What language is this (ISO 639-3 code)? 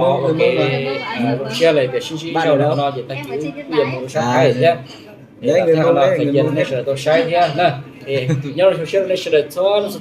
hmn